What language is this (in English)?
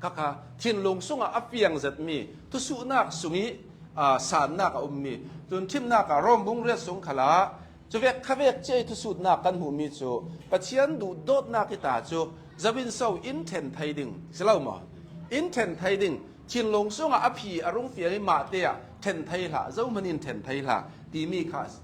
Hakha Chin